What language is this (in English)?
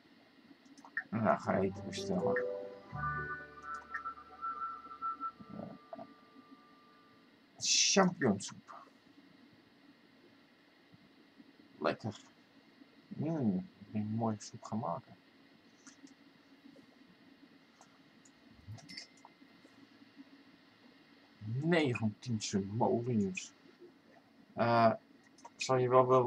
Dutch